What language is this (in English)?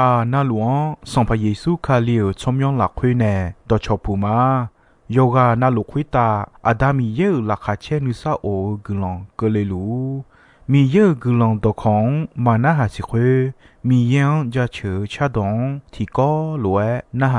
Akha